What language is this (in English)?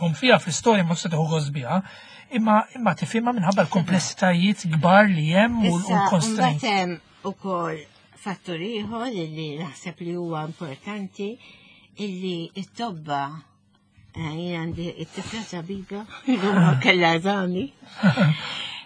Maltese